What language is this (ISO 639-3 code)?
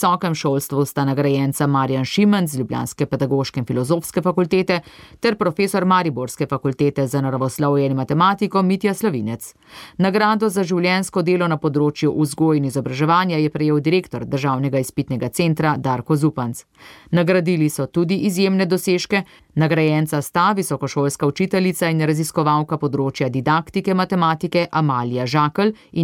slv